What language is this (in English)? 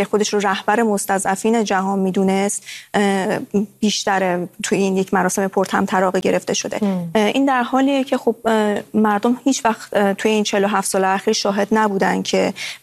Persian